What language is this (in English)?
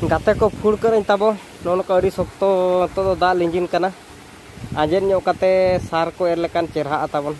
Santali